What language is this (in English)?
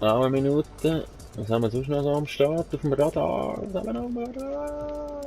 Swiss German